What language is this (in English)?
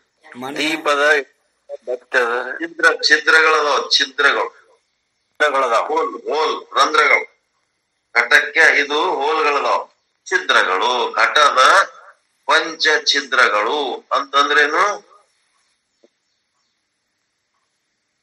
Kannada